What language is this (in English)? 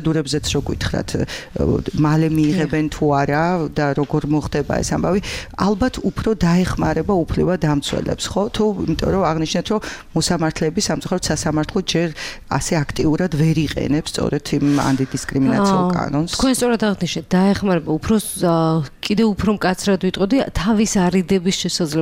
Georgian